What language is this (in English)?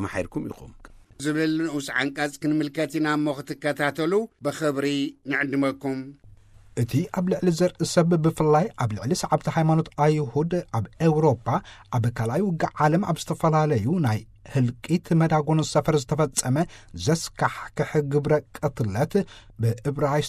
Tigrinya